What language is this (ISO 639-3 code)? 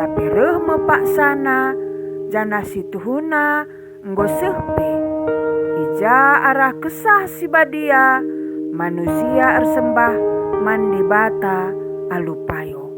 btx